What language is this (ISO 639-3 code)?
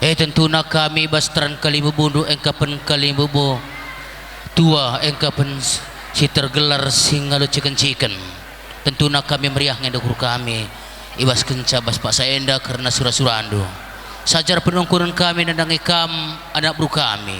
btx